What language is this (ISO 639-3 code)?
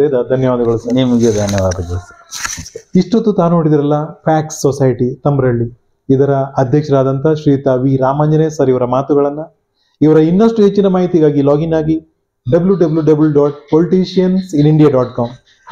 kan